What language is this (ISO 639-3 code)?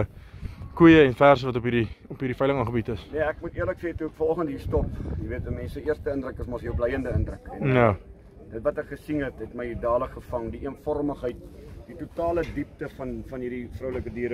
afr